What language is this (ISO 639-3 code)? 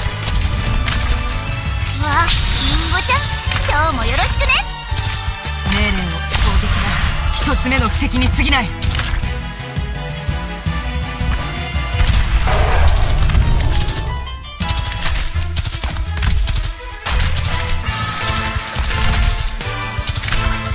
jpn